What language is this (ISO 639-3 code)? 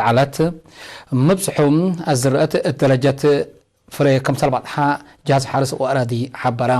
tig